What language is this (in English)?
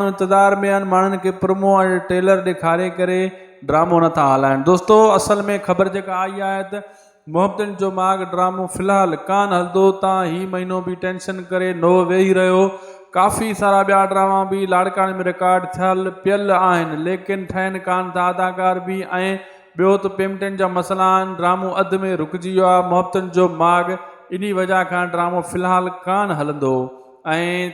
Sindhi